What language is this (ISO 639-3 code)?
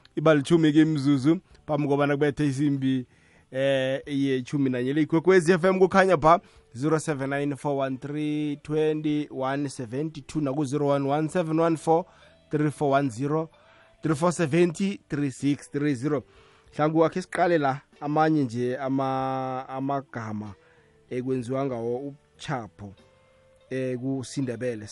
nbl